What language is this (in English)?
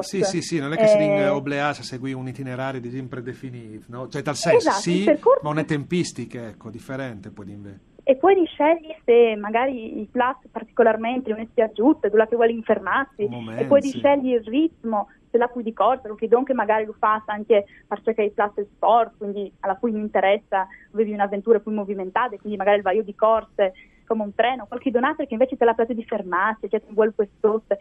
Friulian